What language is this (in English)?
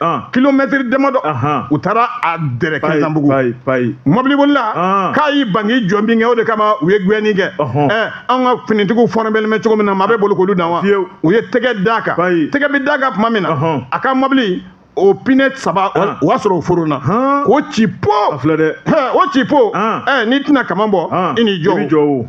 Bambara